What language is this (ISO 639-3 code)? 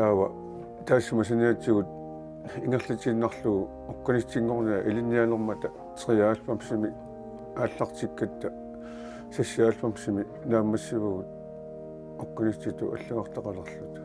kal